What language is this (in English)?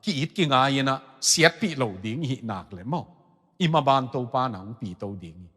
Tedim Chin